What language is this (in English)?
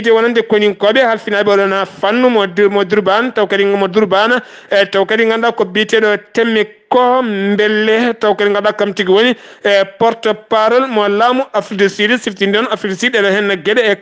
Fula